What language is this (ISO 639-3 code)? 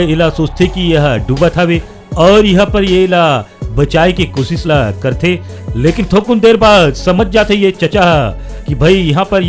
hne